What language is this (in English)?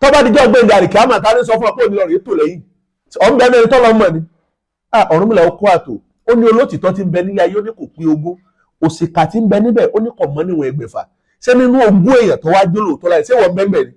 Yoruba